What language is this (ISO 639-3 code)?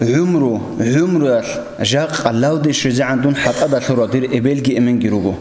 ava